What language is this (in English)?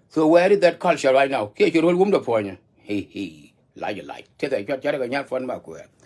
Nuer